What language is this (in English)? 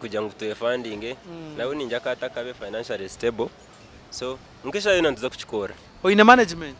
Nyankole